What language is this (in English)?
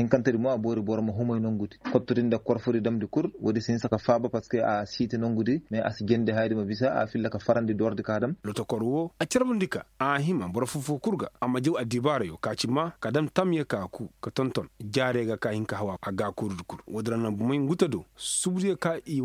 Koyraboro Senni